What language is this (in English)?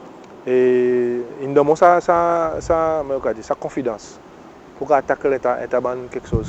Seselwa Creole French